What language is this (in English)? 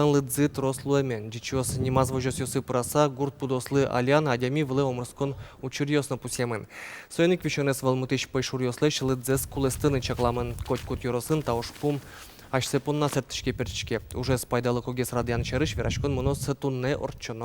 Udmurt